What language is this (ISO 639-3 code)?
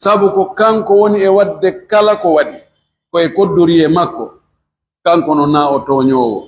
fuf